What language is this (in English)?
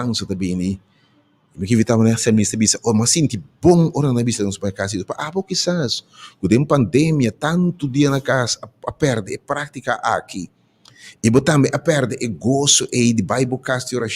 Papiamento